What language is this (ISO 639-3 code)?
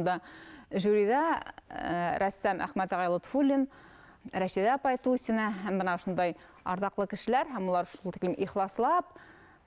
bak